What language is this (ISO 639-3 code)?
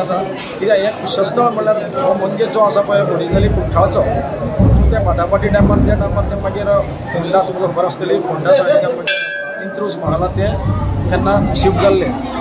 kok